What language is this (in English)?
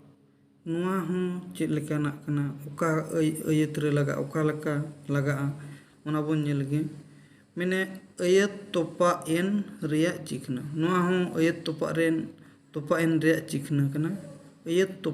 Santali